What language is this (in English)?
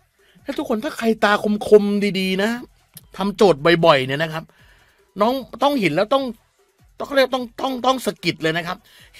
Thai